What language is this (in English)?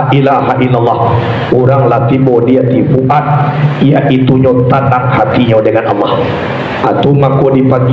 Minangkabau